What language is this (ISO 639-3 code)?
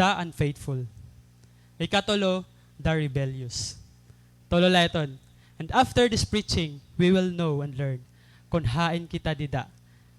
war